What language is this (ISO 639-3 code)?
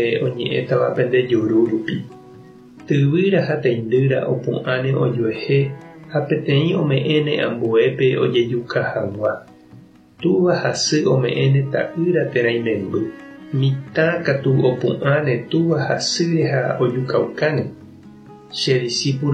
grn